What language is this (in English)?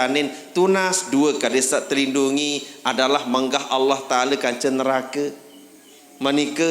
Sasak